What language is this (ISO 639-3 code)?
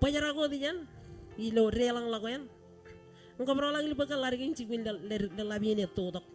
mah